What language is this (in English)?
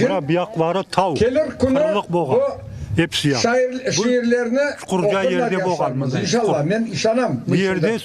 Crimean Tatar